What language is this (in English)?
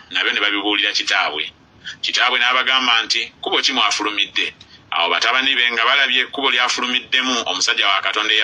Ganda